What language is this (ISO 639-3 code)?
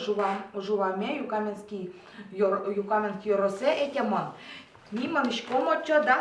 udm